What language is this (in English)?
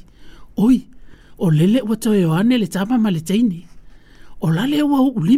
Samoan